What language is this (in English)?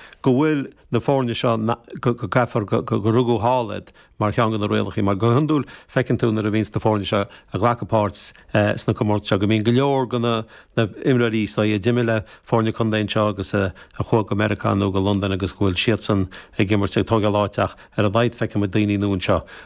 Irish